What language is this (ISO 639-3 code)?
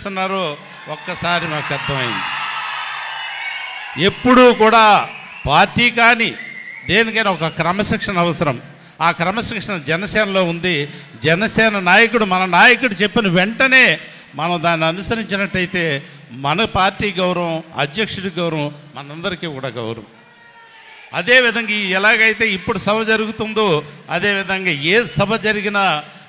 tel